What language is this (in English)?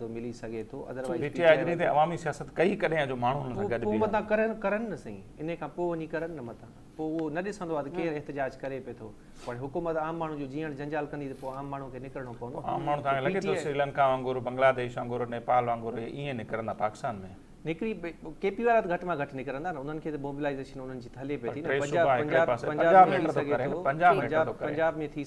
Sindhi